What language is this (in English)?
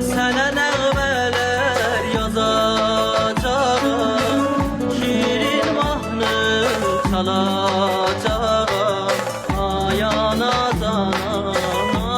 South Azerbaijani